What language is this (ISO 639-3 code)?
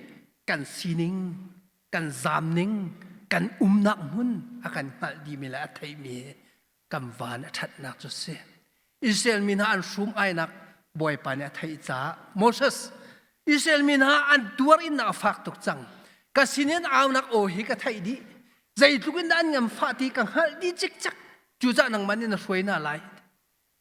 cnh